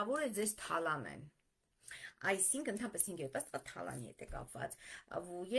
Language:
Armenian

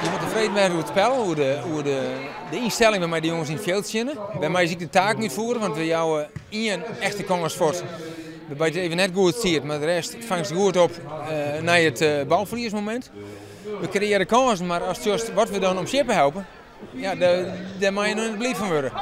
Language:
Western Frisian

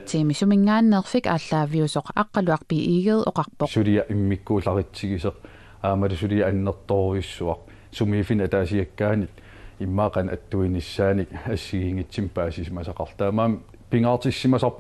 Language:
Kalaallisut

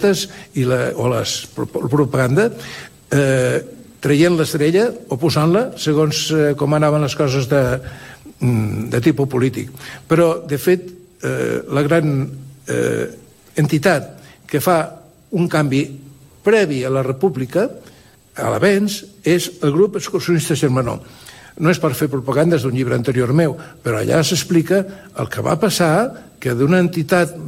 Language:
Catalan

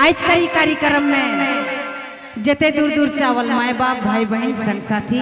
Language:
Sadri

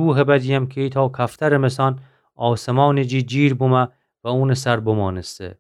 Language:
Gilaki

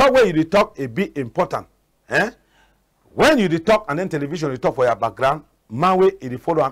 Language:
Cameroon Pidgin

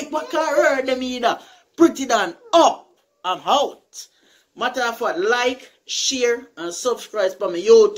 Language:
Jamaican Creole English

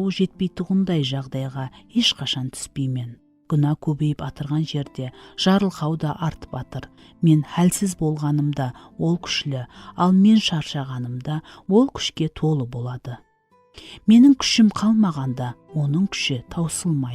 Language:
Kara-Kalpak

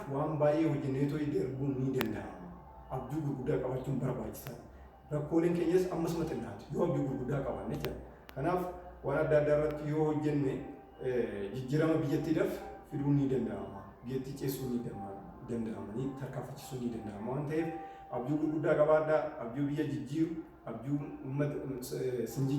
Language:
Oromo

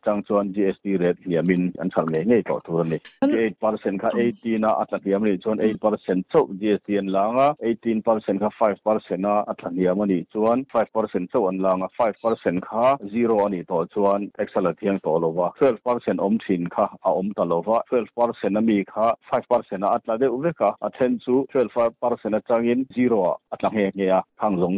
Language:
Mizo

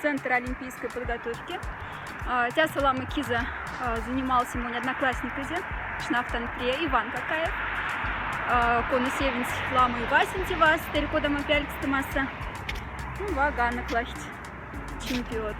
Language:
Moksha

